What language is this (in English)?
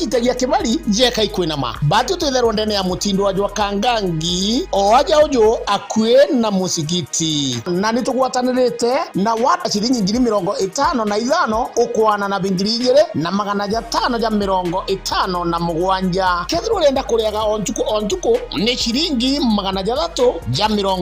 Meru